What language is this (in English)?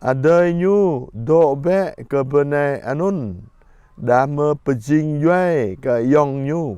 Jarai